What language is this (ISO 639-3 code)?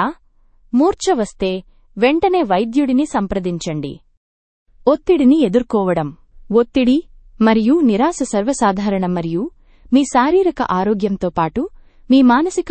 tel